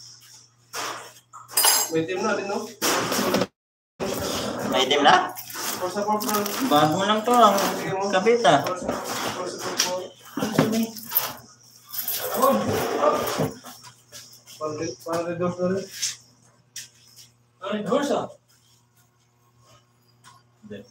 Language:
Filipino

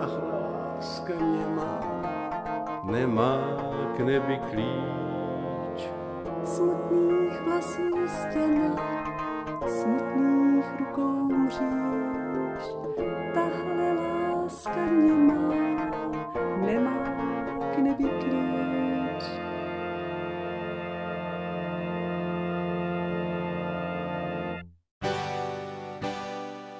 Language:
Czech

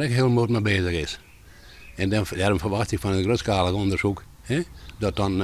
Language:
Western Frisian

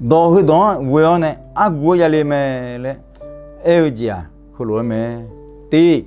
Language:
Akha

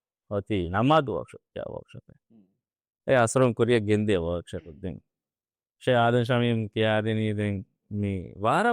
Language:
Divehi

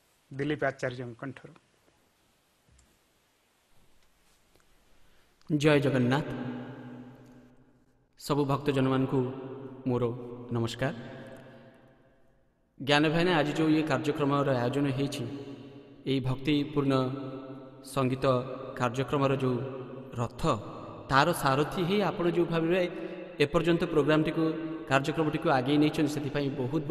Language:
Odia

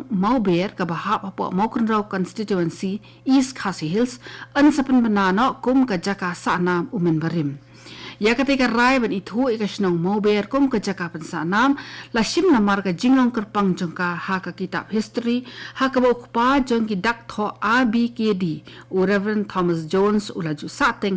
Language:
Khasi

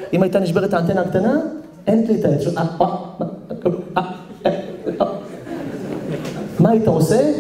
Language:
Hebrew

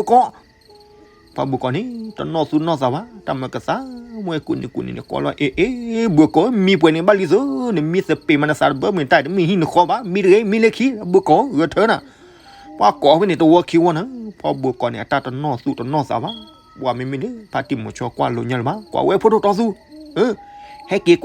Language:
S'gaw Karen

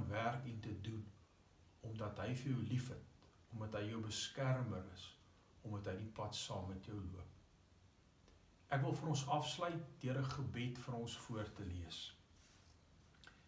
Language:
Afrikaans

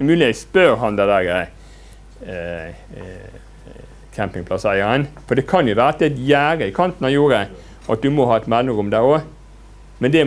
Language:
Norwegian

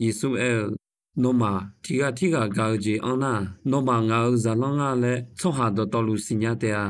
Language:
Akha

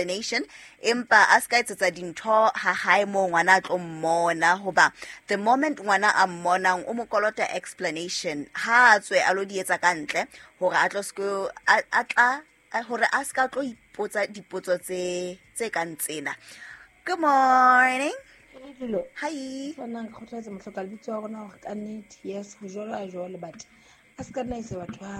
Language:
Southern Sotho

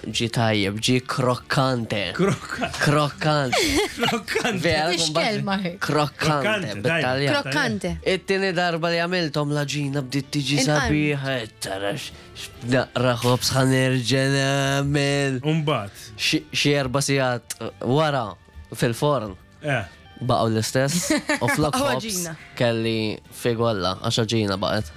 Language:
Maltese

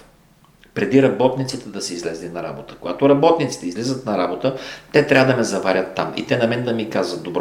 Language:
Bulgarian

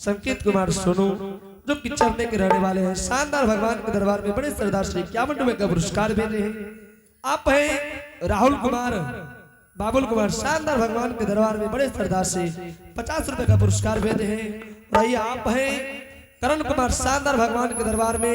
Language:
Angika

